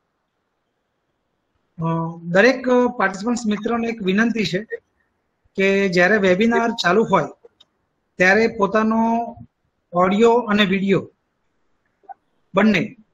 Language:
Gujarati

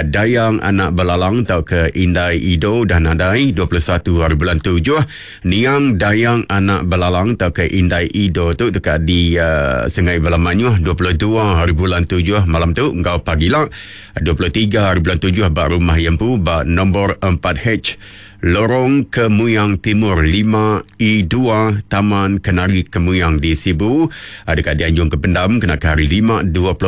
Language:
Iban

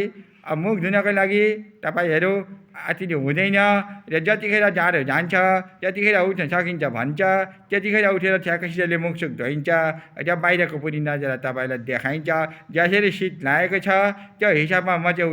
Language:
Nepali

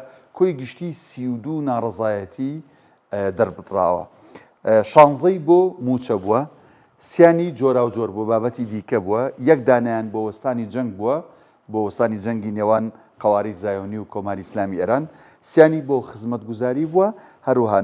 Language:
Central Kurdish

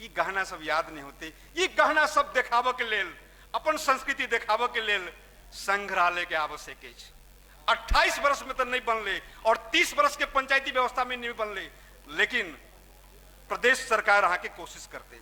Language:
Maithili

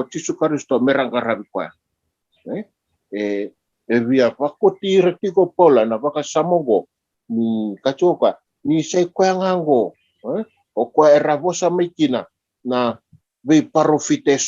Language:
Fijian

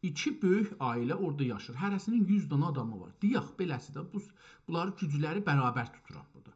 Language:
South Azerbaijani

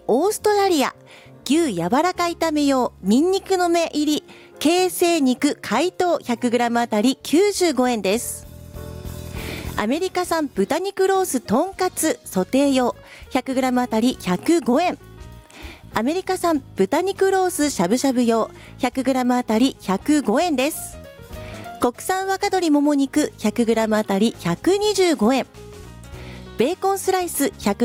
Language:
Japanese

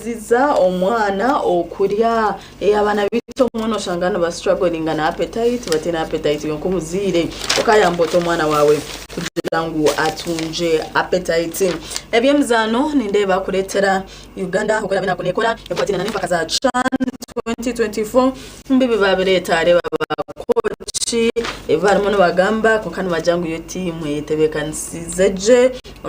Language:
Nyankole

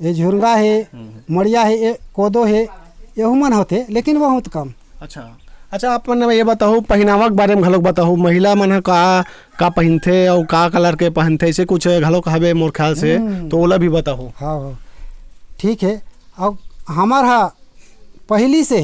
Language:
Chhattisgarhi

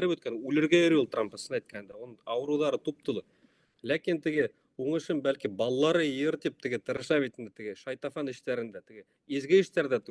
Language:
Bashkir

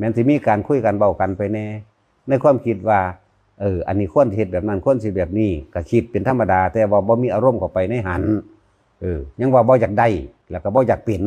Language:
Northeastern Thai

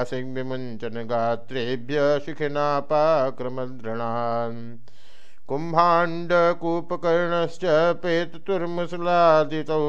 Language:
Sanskrit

